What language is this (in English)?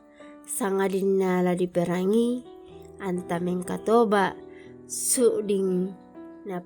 Toraja-Sa'dan